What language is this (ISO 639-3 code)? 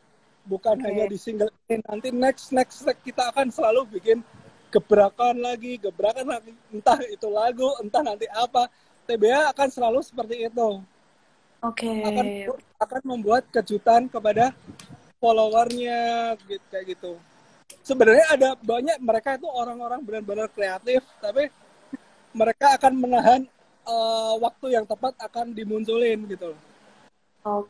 ind